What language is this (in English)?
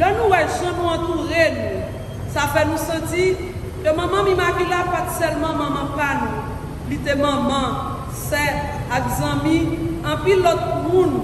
Haitian Creole